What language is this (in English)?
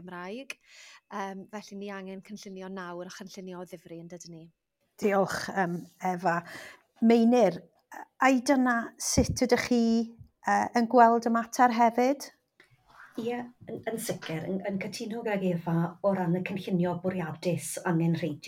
Welsh